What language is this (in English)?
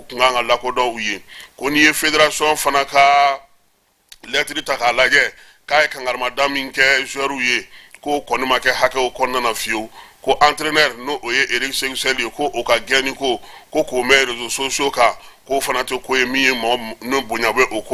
Bambara